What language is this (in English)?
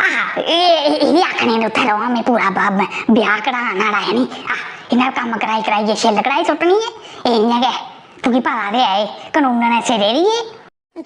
Dogri